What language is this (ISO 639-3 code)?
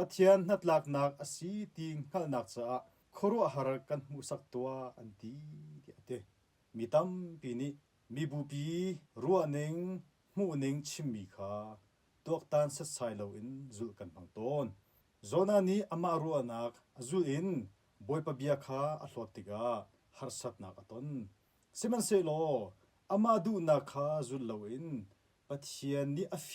cnh